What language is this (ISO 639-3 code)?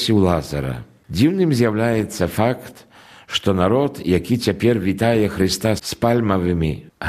bel